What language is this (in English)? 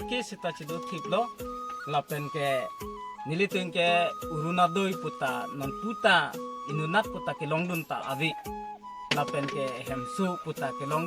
Karbi